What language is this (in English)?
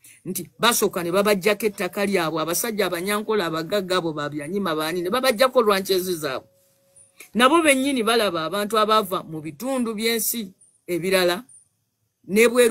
Ganda